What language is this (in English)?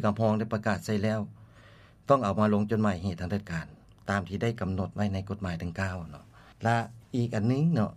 Lao